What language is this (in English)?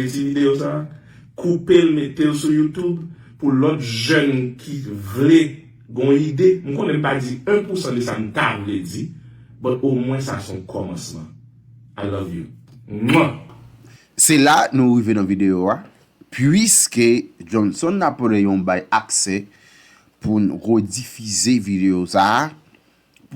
Haitian Creole